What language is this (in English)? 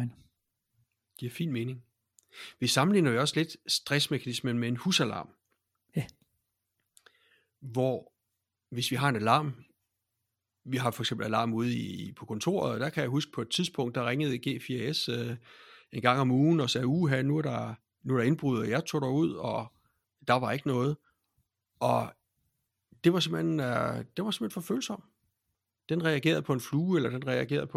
Danish